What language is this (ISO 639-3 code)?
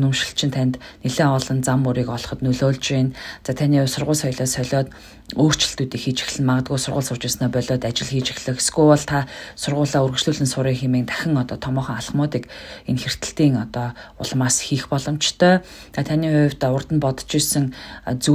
mon